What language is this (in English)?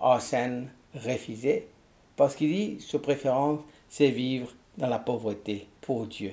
Morisyen